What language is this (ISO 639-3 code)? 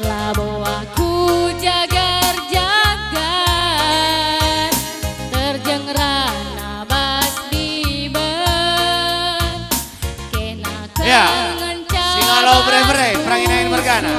btx